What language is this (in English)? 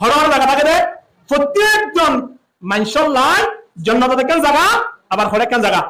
Rohingya